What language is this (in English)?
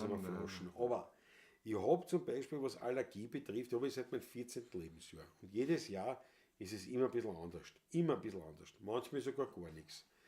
Bavarian